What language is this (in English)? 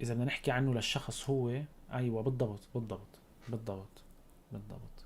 North Levantine Arabic